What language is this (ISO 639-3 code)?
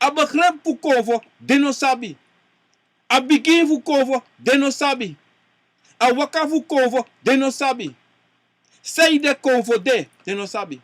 srn